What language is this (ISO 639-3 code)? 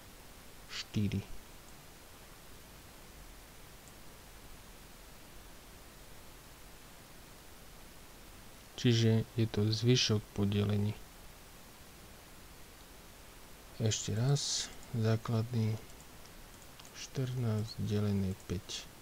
slk